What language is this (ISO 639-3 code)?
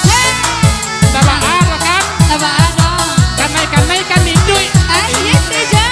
min